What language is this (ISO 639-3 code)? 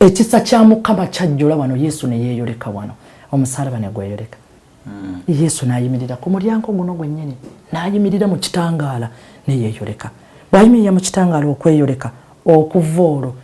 lug